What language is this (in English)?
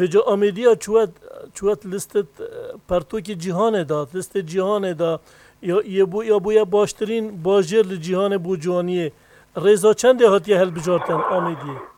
Kurdish